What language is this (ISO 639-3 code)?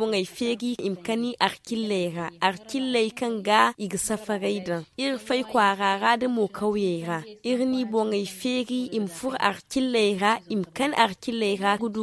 dje